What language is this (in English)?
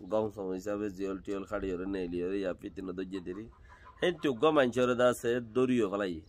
Rohingya